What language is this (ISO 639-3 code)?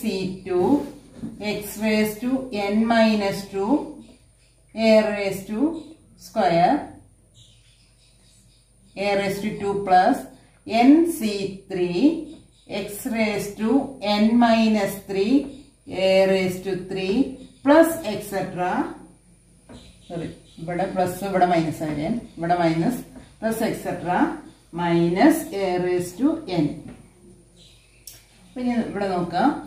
mal